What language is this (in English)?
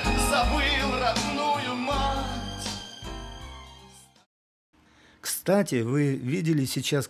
Russian